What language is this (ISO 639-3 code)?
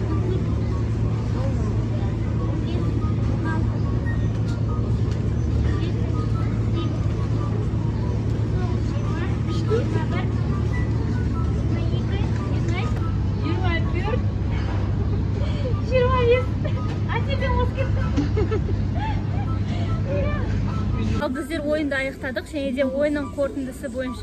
kaz